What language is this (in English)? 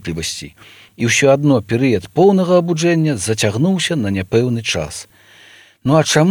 Belarusian